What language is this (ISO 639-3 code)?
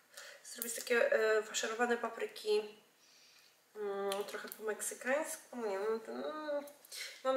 pol